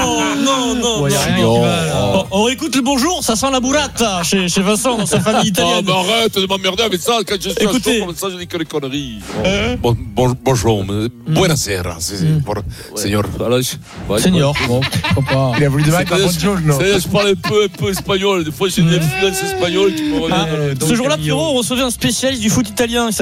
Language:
French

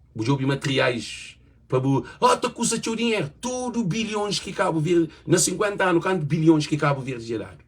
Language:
Kabuverdianu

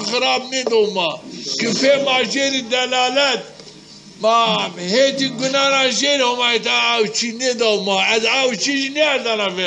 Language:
Zaza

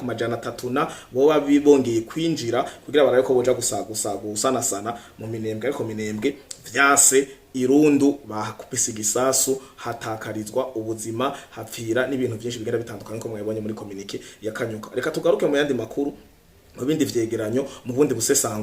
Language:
Rundi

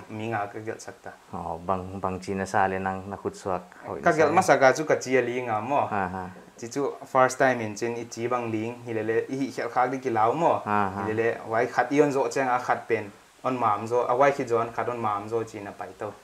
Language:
Paite Chin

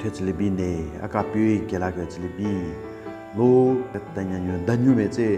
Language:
Southern Rengma Naga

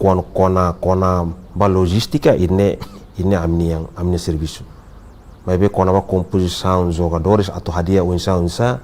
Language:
Tetum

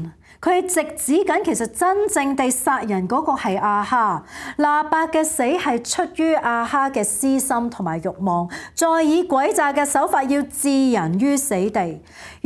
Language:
Cantonese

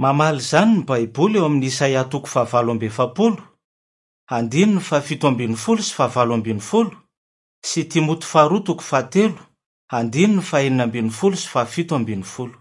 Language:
Malagasy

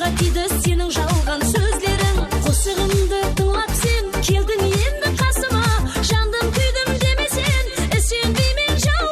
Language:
Kara-Kalpak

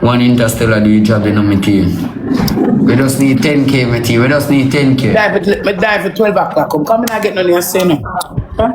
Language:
Jamaican Creole English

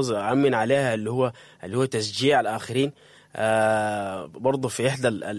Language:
Sudanese Arabic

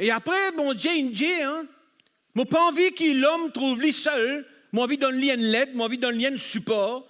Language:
Morisyen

